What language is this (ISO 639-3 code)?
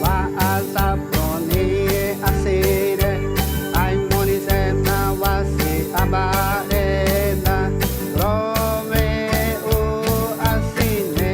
xav